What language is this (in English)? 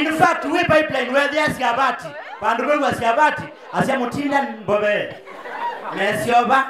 Kamba